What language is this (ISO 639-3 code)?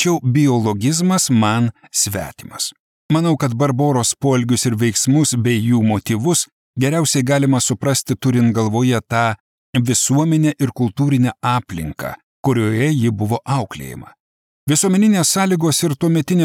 lit